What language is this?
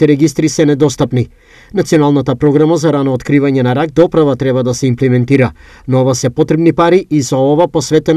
Macedonian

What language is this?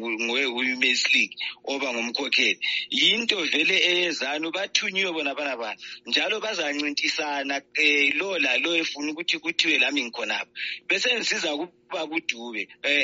North Ndebele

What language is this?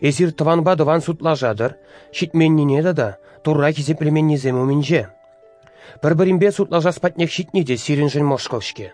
Chuvash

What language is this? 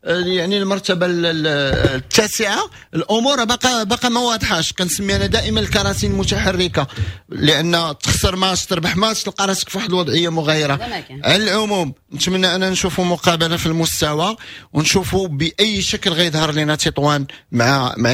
Moroccan Arabic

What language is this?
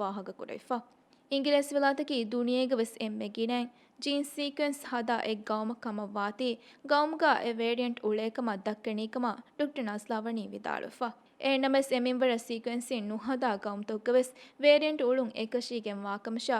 Divehi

